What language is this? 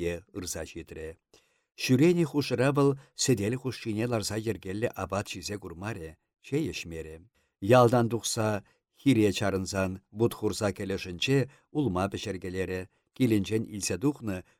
Chuvash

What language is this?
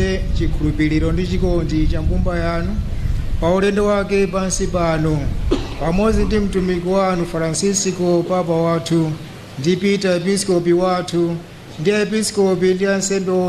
Nyanja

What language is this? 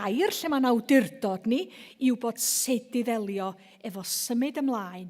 Welsh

